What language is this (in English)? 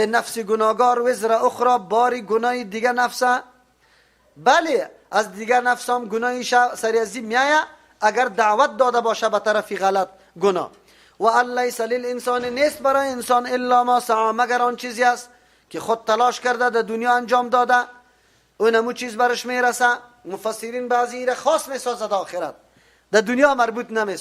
Persian